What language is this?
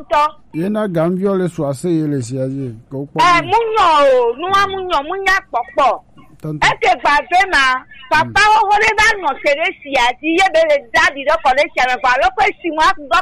Gen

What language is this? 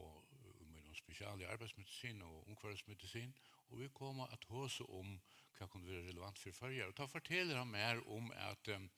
Faroese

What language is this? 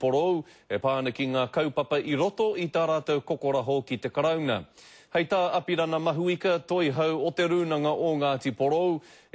Māori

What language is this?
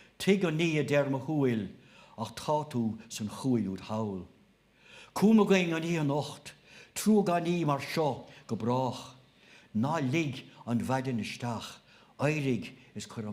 Irish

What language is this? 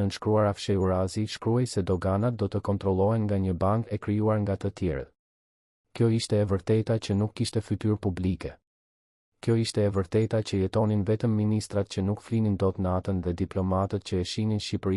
Albanian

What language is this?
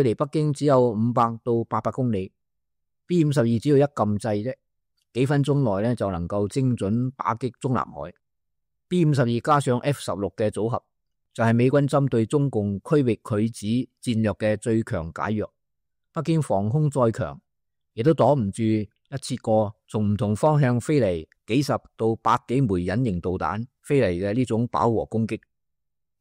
Cantonese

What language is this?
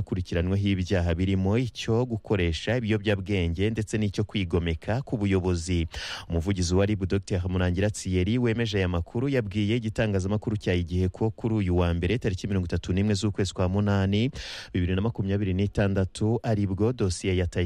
Kinyarwanda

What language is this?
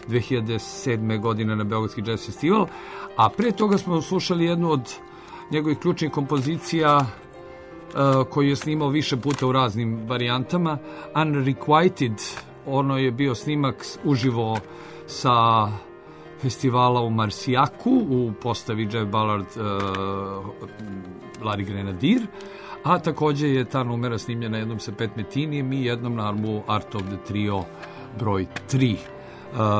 Serbian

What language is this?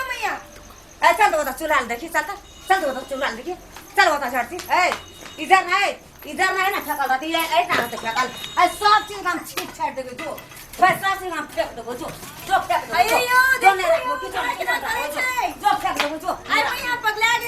Maithili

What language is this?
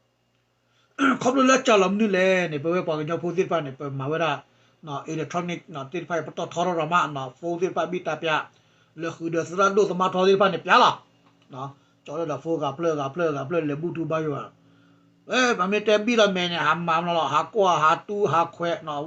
S'gaw Karen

